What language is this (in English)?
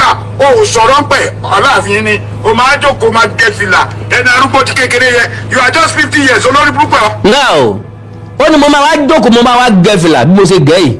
Yoruba